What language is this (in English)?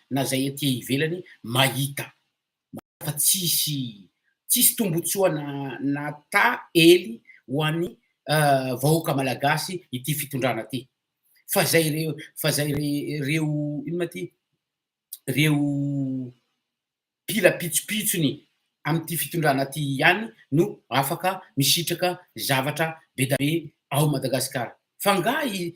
Malagasy